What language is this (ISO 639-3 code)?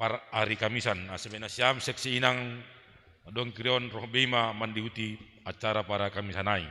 bts